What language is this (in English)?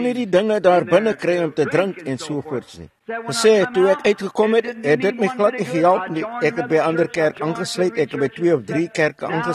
Afrikaans